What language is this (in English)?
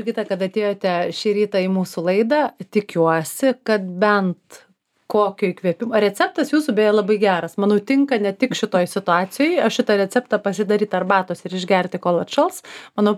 Lithuanian